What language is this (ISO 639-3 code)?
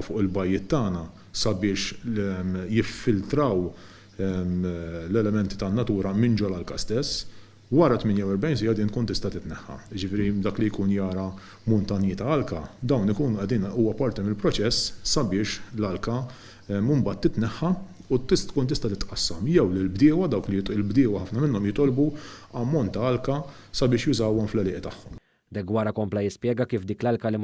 mlt